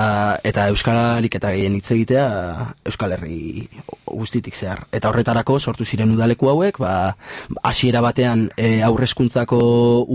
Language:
Basque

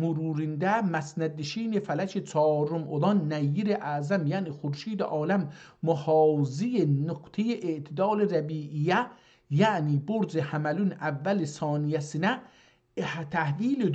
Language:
South Azerbaijani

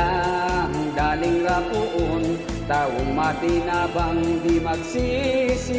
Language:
Bikol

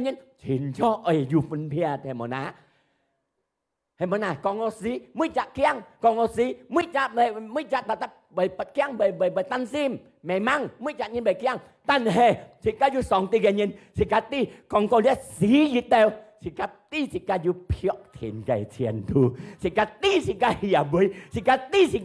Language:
Hakka Chinese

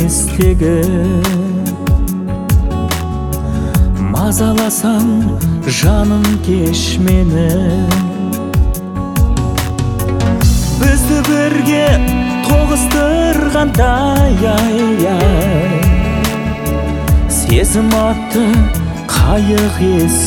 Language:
Kazakh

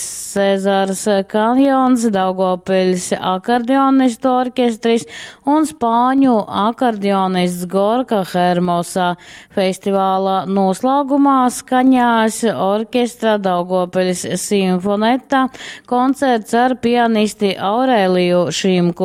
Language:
Latgalian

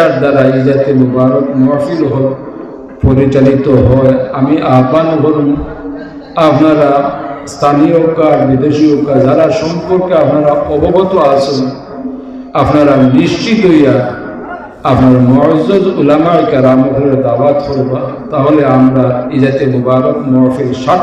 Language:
Sylheti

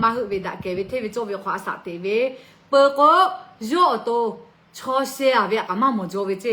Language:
Lahu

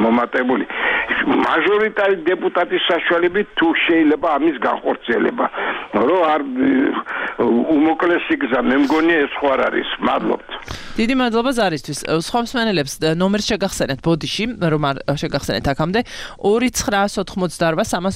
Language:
Georgian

